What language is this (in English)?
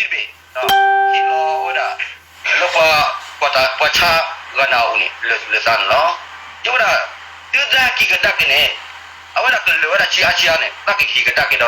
S'gaw Karen